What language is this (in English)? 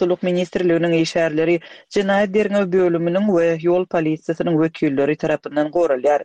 Turkmen